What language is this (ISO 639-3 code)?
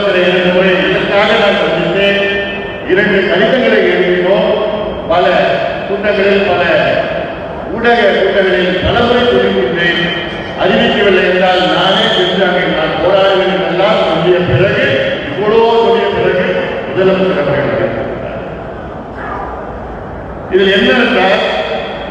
tam